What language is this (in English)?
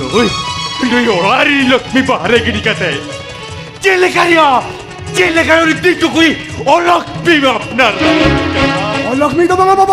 Santali